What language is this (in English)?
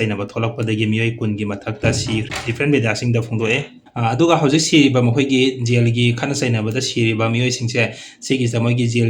Manipuri